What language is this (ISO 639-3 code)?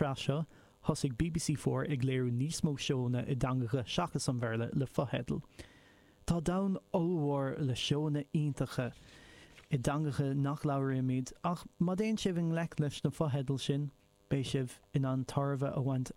gle